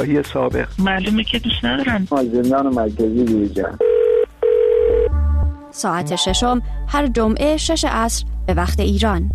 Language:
Persian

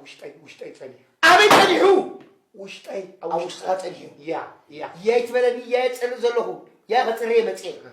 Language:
Tigrinya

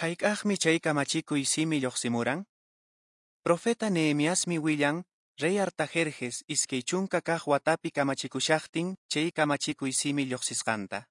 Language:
Quechua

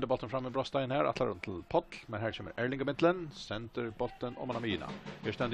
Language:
Faroese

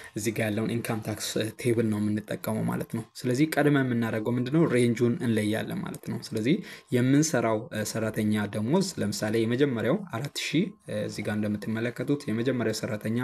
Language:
Amharic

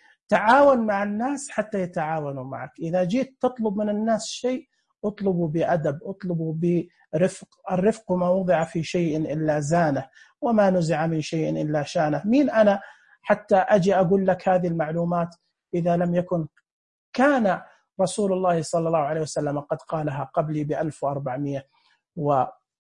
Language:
Najdi Arabic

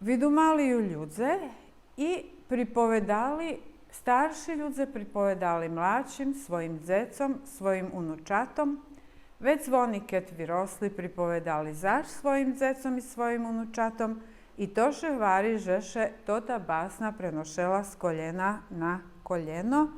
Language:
Rusyn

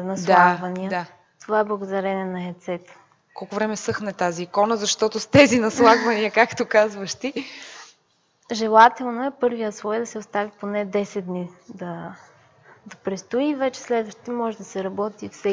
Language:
Bulgarian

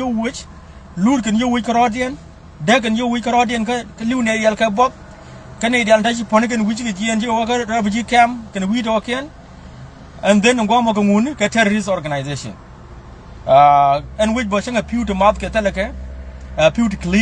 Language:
Nuer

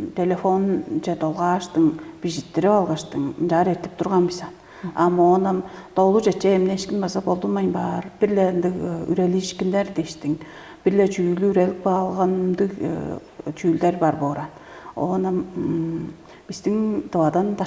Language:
Tuvinian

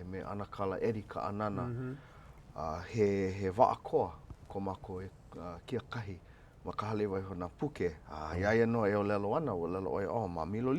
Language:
Hawaiian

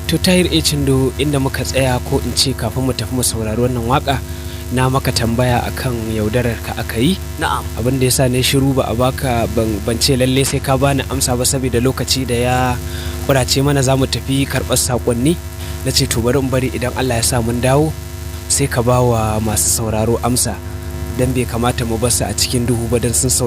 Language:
Hausa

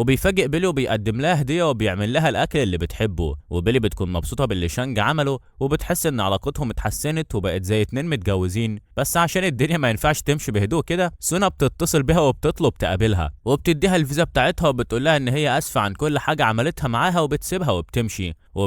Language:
Egyptian Arabic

